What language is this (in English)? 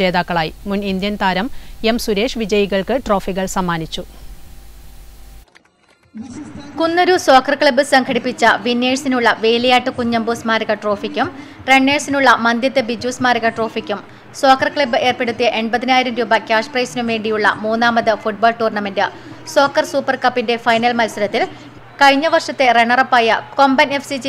Malayalam